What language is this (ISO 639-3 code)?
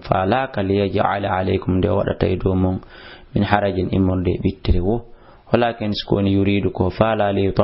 ful